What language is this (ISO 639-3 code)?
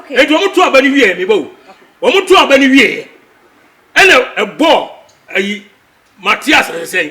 aka